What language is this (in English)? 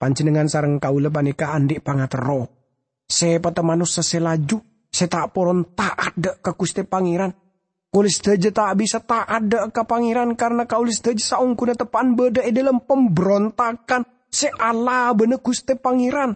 Madurese